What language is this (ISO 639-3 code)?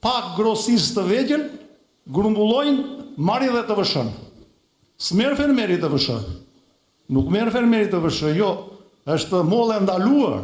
sqi